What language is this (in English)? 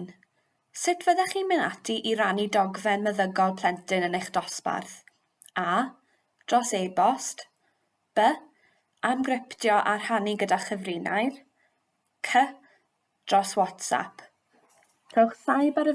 Welsh